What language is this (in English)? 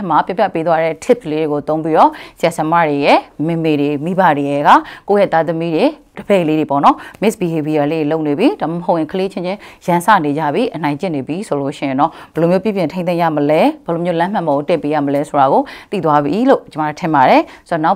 Burmese